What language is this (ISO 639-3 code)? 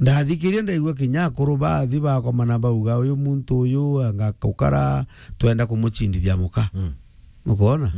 mer